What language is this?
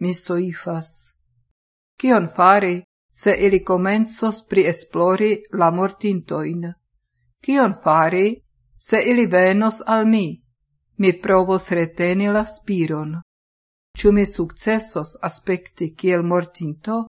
Esperanto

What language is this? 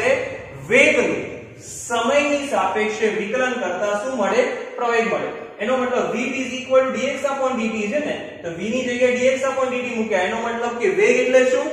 Gujarati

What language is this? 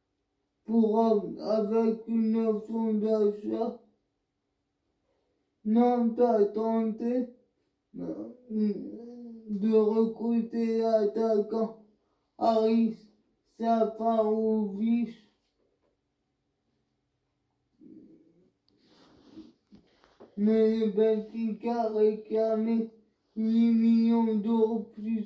French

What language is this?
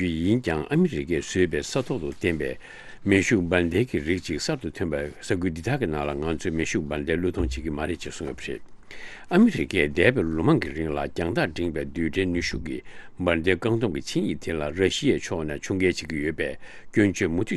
Tibetan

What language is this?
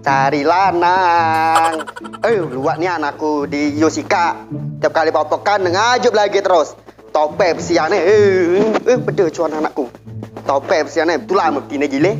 Musi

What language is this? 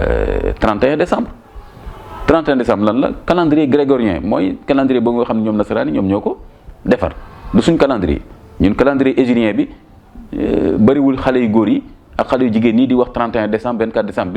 Wolof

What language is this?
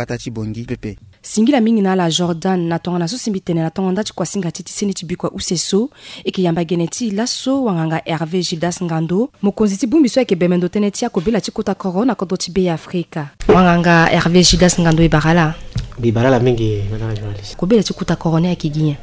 Sango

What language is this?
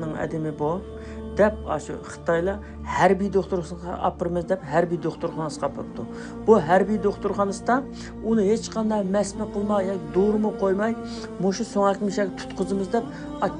Uyghur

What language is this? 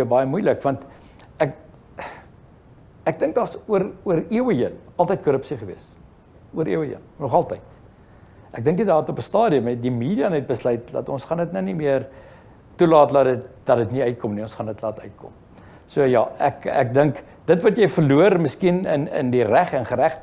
Afrikaans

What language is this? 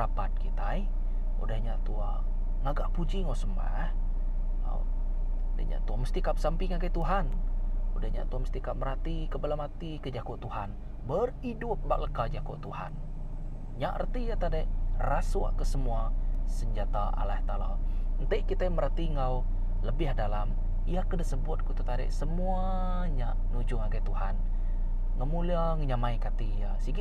Iban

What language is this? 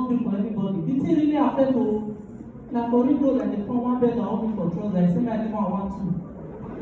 Nigerian Pidgin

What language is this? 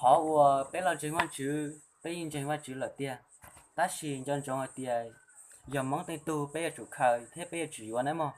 Hmong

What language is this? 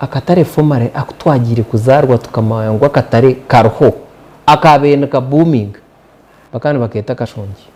Nyankole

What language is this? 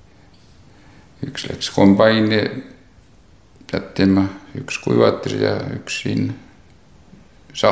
Estonian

